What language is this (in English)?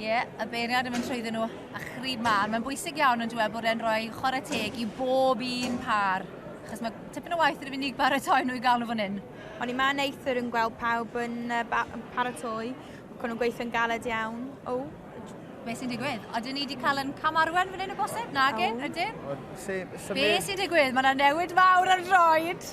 Welsh